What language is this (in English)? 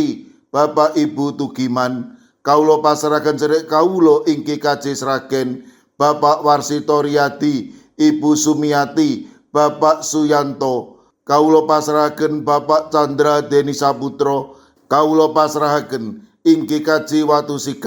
Javanese